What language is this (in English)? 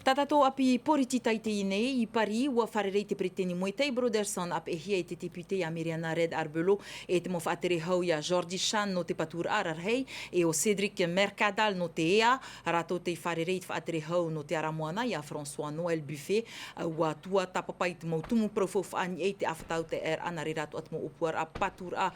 Tahitian